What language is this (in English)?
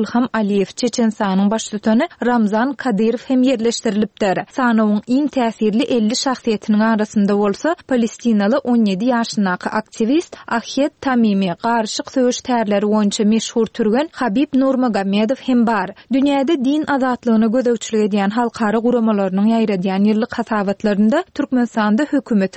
Turkmen